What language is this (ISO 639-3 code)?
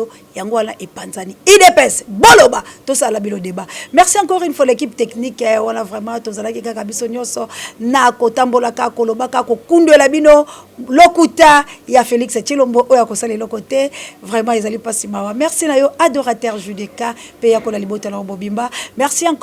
lin